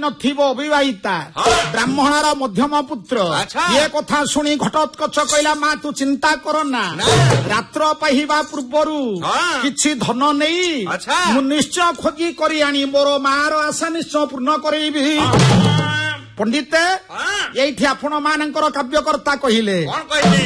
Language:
Odia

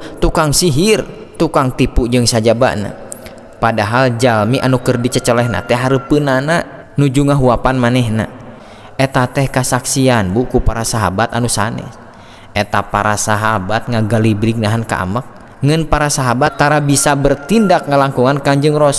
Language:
Sundanese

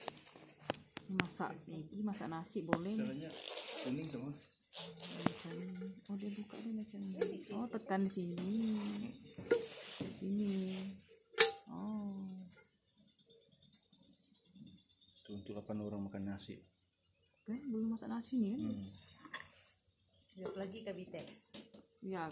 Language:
Malay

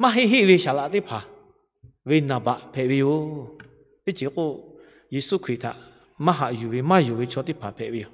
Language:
Lahu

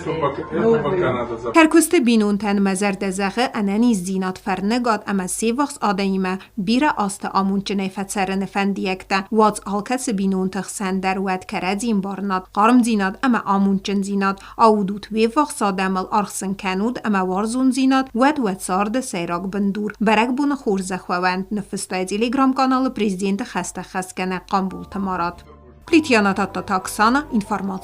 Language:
Ossetic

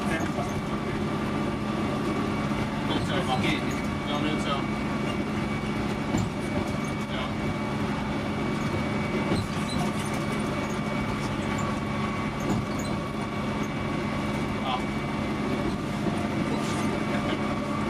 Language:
Finnish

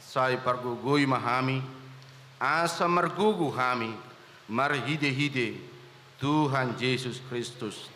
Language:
Batak Toba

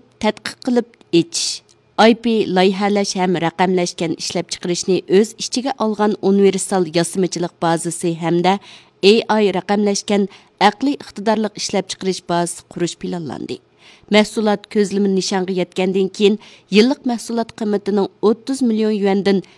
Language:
Uyghur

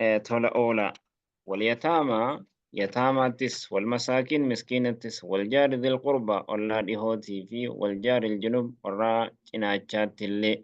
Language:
Oromo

